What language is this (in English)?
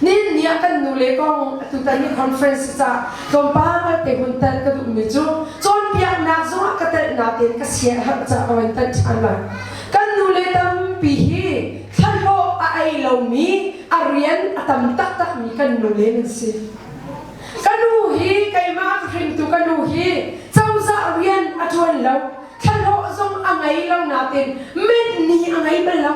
Hakha Chin